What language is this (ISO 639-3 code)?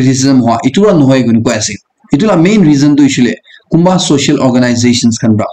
nag